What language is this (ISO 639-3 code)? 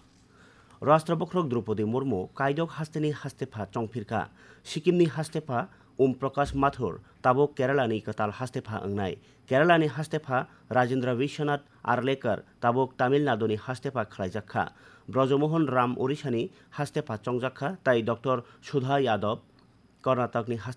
trp